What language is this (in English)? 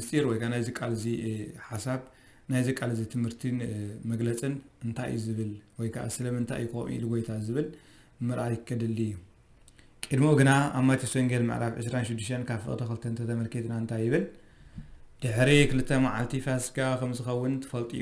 Tigrinya